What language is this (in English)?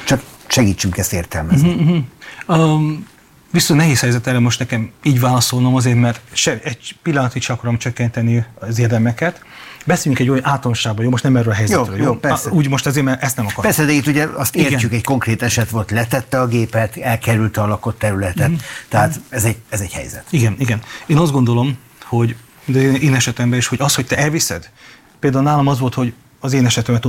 Hungarian